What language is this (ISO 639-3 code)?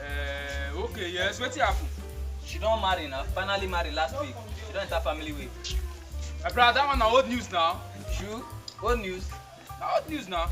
pcm